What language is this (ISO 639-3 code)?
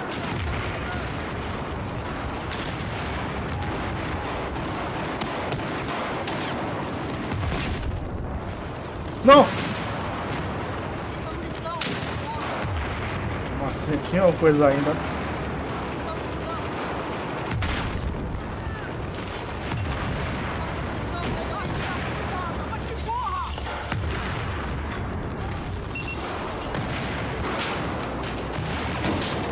por